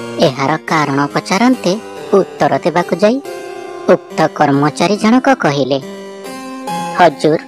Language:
Odia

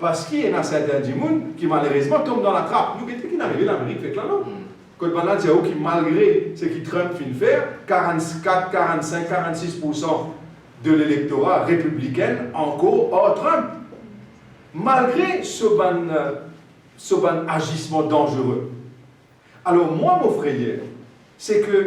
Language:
Morisyen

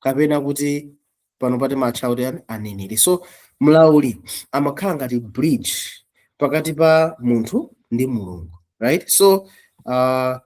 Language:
Nyanja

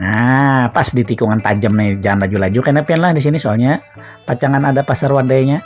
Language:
Banjar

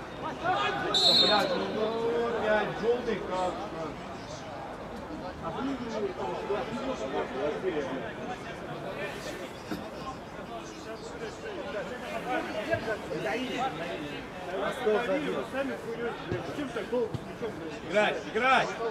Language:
Russian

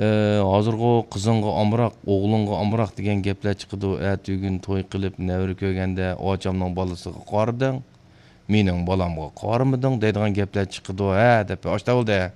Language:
Uyghur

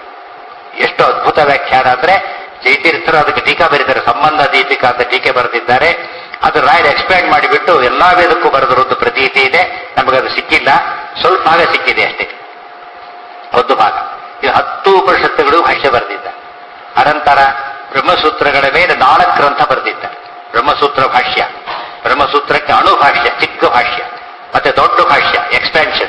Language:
Kannada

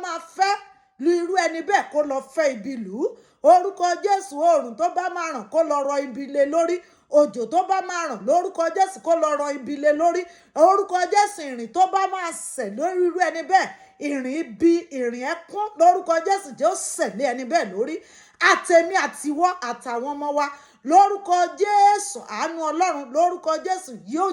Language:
Yoruba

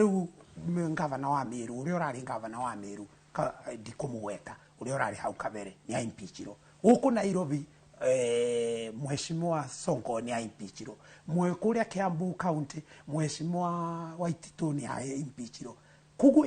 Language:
Kikuyu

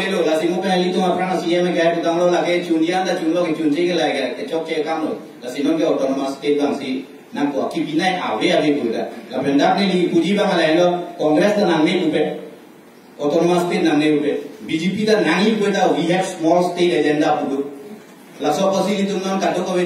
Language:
Karbi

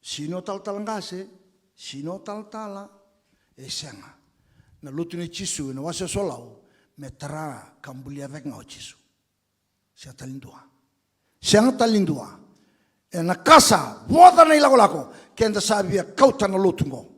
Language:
Fijian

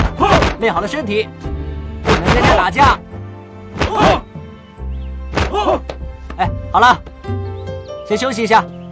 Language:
Chinese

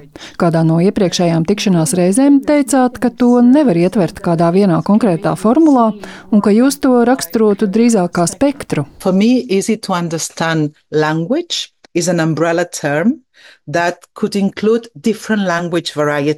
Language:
Latvian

